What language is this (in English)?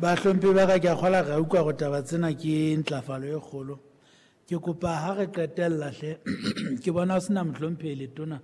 Southern Sotho